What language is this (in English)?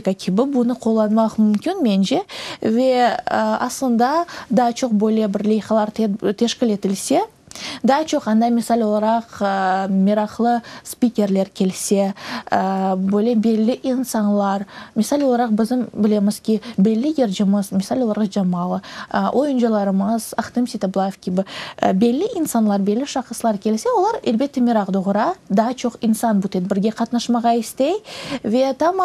Crimean Tatar